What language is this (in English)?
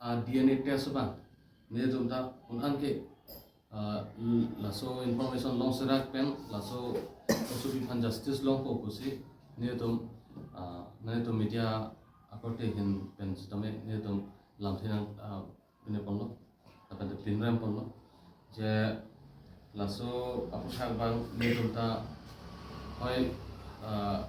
Karbi